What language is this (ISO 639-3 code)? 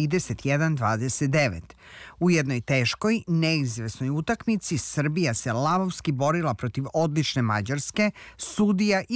srp